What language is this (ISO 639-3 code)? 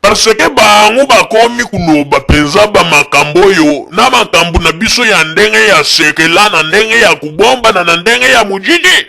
lin